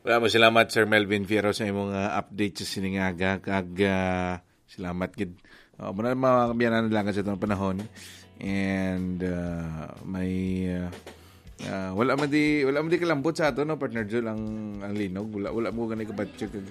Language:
Hiligaynon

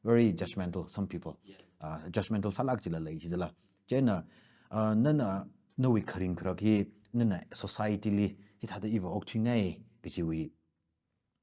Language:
Tangkhul Naga (India)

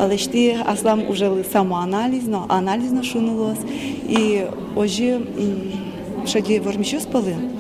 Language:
Udmurt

